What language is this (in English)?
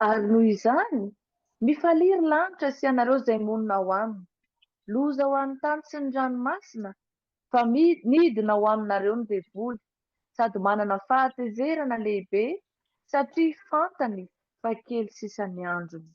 Malagasy